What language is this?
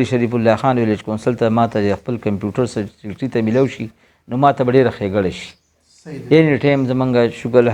Pashto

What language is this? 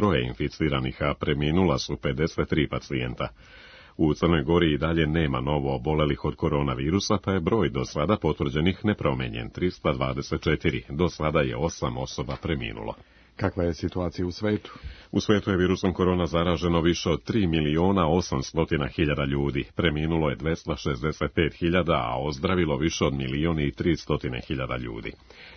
Serbian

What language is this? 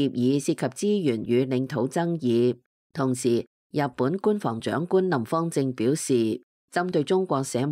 Cantonese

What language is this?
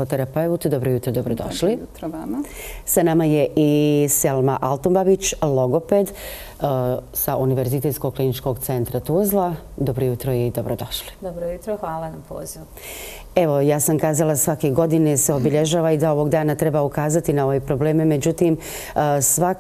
Bosnian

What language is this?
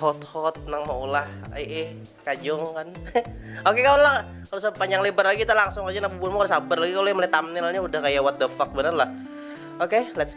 Banjar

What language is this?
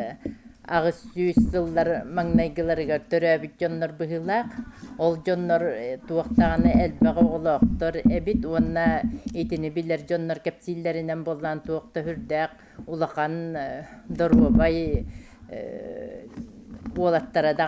Yakut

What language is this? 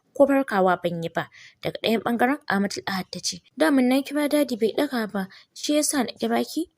Hausa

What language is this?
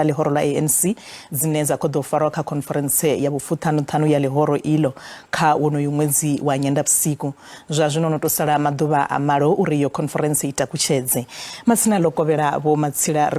Venda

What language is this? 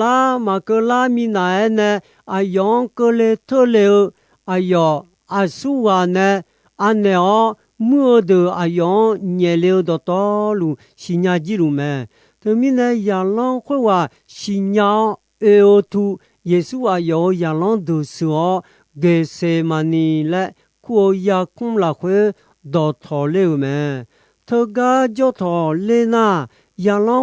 Akha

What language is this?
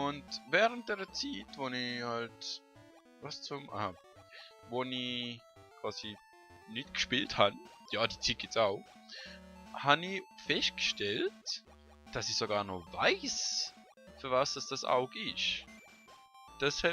Swiss German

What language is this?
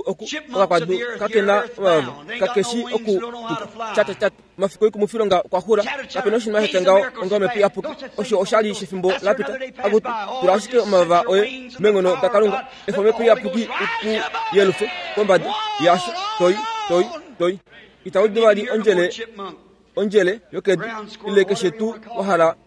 Kuanyama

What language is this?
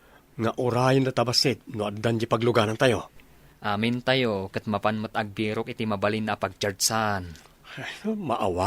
Iloko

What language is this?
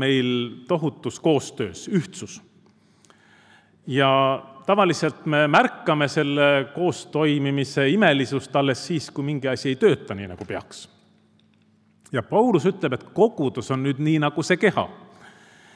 Estonian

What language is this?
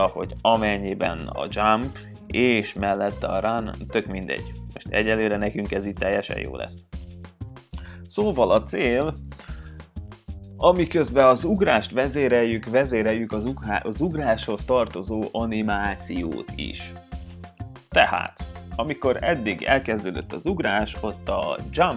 Hungarian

